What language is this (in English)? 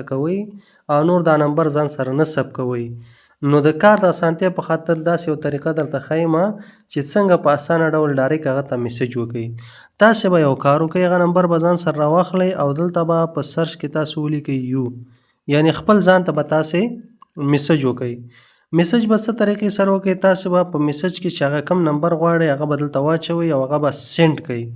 Pashto